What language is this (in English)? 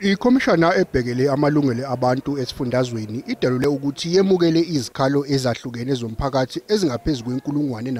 Zulu